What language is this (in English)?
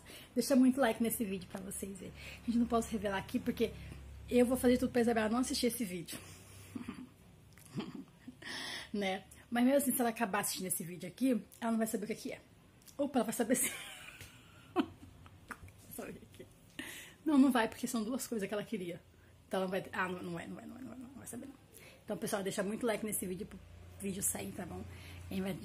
Portuguese